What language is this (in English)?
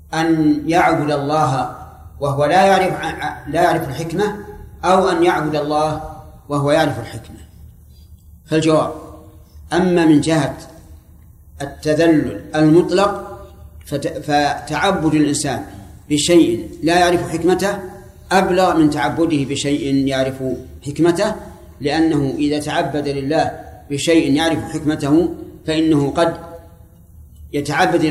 Arabic